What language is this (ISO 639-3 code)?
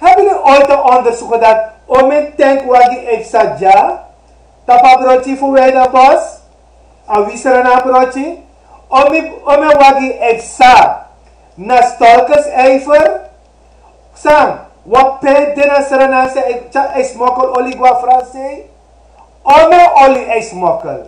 srn